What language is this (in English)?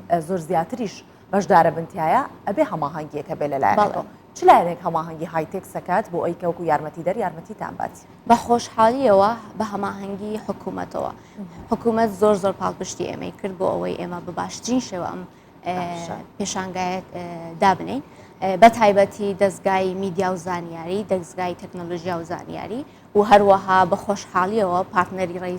Central Kurdish